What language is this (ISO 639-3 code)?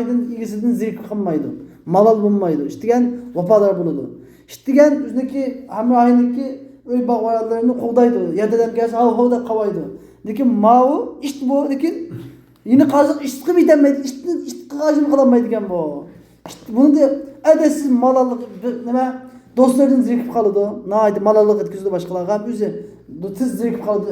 uig